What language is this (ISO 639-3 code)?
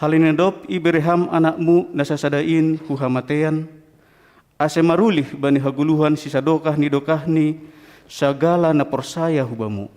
bts